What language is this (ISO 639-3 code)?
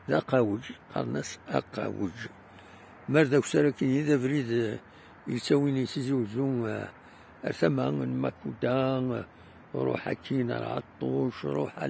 kab